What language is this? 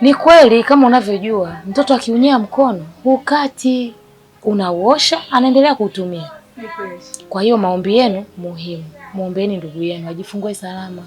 Swahili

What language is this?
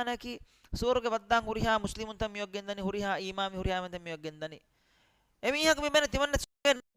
Divehi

